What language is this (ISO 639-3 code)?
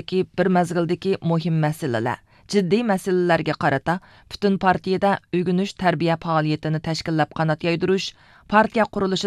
uig